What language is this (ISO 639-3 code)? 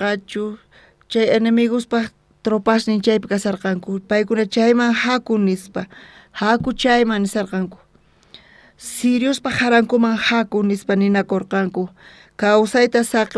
quh